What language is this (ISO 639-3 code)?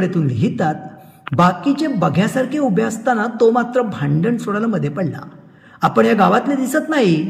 mar